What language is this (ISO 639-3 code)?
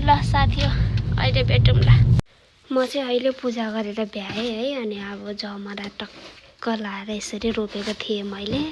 nep